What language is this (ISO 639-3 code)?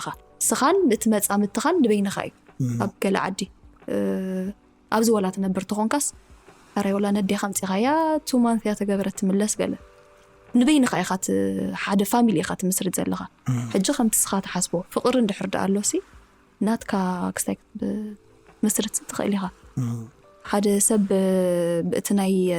tir